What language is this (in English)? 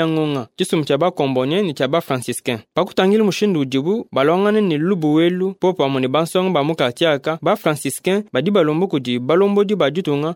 Luba-Lulua